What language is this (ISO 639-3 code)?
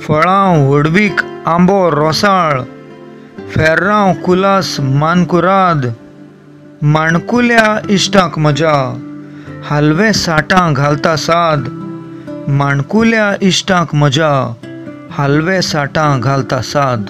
kok